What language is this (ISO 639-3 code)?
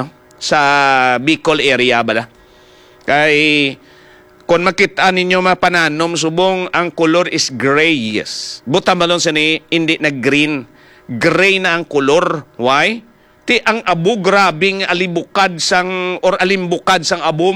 hil